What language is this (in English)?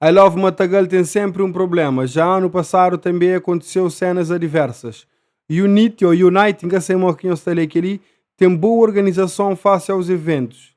Kabuverdianu